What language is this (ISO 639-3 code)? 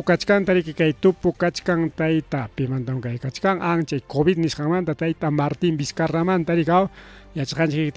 quy